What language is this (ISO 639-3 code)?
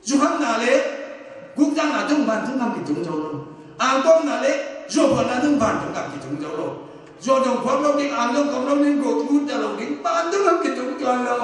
ctd